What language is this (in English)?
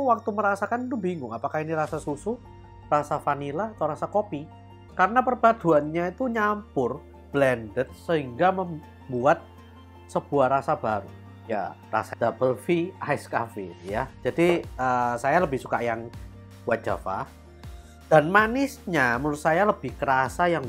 Indonesian